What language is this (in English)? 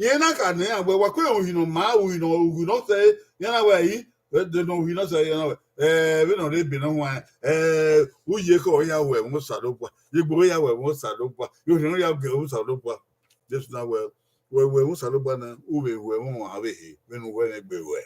Bini